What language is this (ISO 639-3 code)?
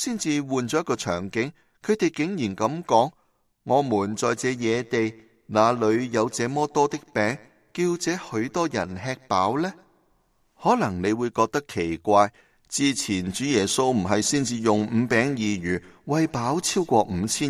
yue